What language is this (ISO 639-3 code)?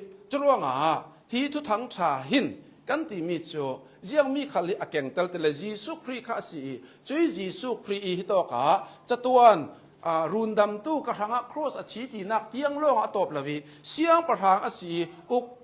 cnh